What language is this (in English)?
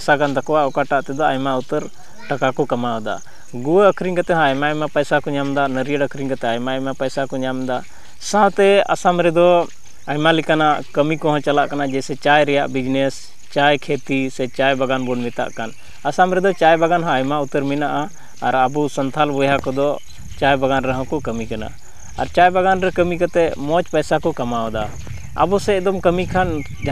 Santali